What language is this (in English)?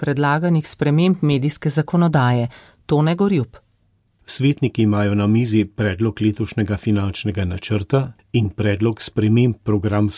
Slovenian